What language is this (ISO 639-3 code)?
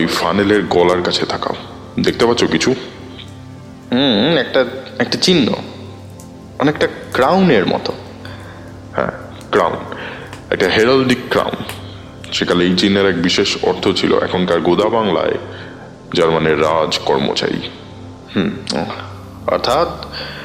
ben